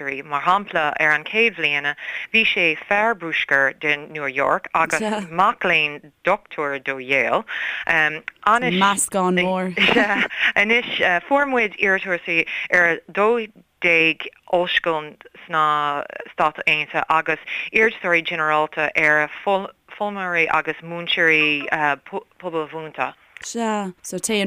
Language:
Irish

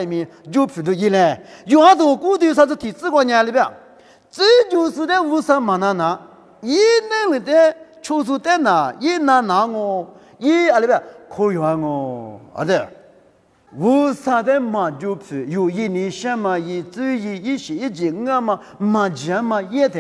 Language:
Lisu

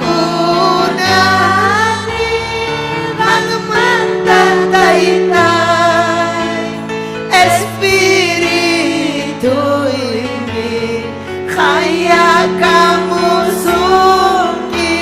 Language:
Ayacucho Quechua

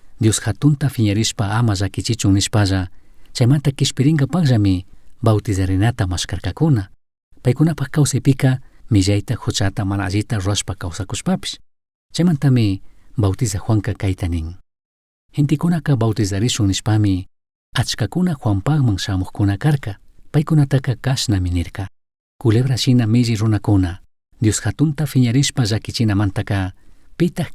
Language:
Chimborazo Highland Quichua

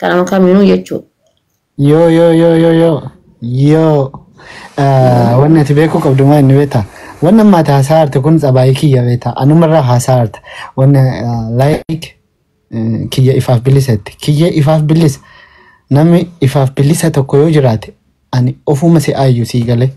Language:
Oromo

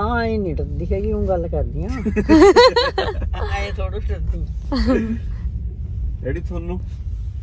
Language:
Punjabi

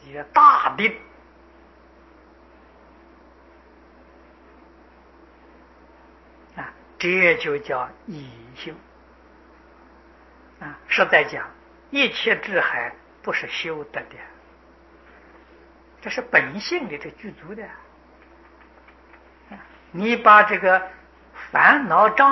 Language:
Chinese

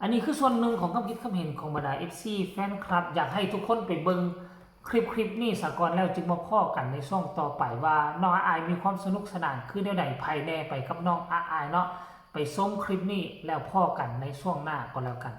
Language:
Northeastern Thai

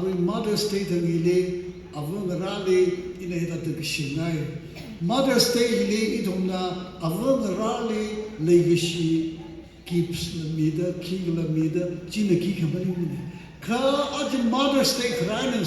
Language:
Tangkhul Naga (India)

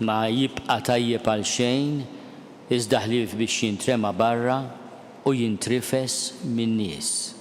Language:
Maltese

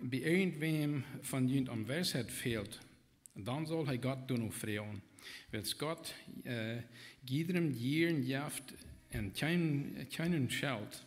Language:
Plautdietsch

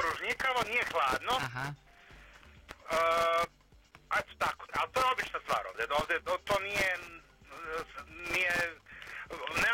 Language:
Serbian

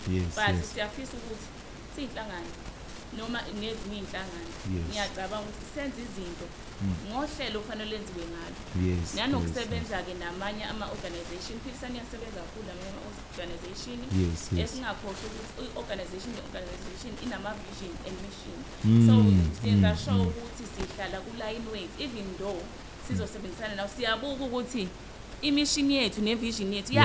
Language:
Zulu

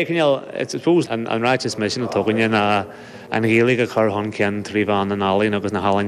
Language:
Irish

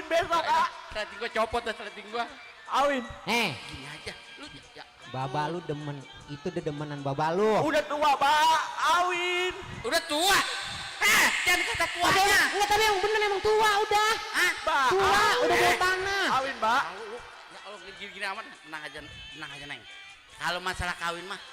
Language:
Betawi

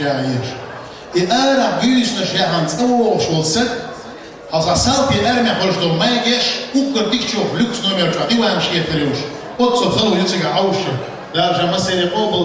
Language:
Chechen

